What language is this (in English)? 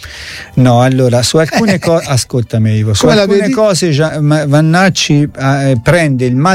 Italian